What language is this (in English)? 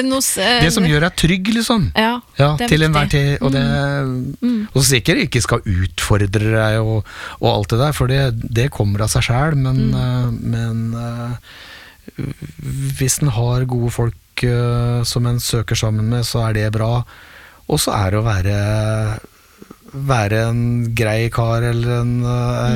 Norwegian